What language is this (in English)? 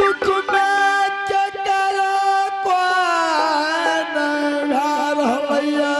Angika